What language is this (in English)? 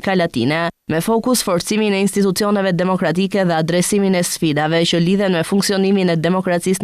Albanian